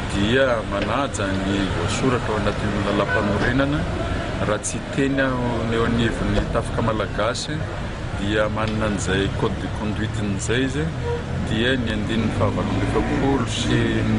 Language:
Malagasy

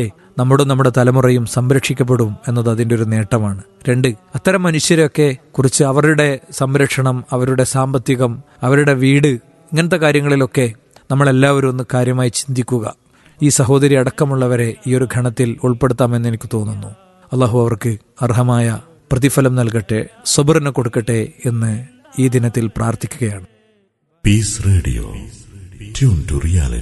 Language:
Malayalam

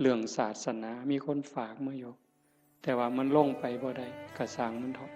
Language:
Northeastern Thai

